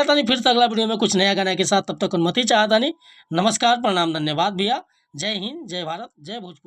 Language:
Bhojpuri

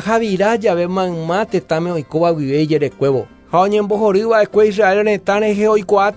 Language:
Guarani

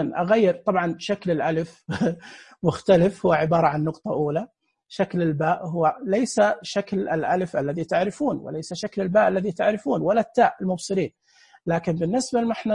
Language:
Najdi Arabic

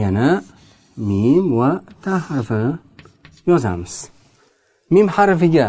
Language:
Uzbek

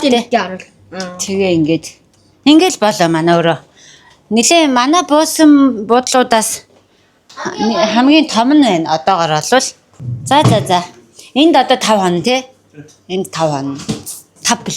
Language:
Mongolian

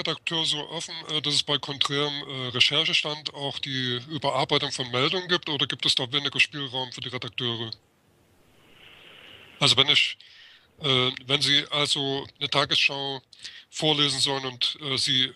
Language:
German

